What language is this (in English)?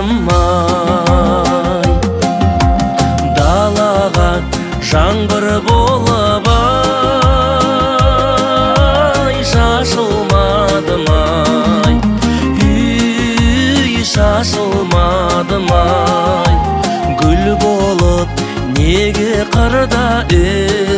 Kazakh